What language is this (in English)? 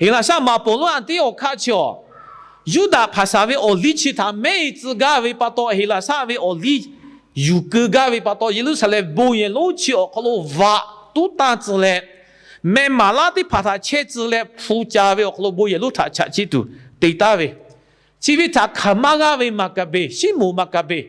Lahu